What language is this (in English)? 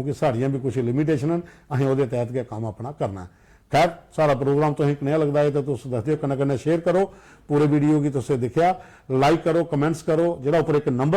Dogri